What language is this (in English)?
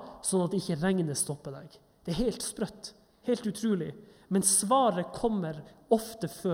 Norwegian